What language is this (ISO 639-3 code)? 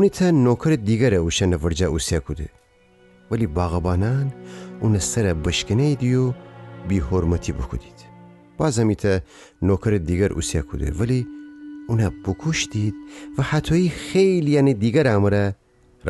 glk